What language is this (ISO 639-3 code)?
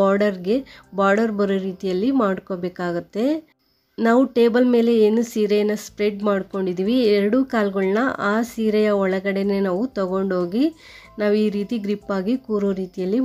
kan